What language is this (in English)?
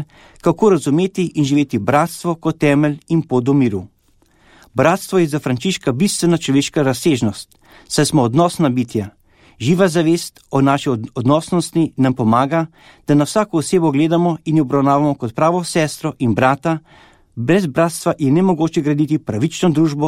Slovenian